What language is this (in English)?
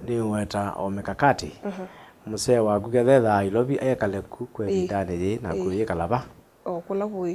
Kamba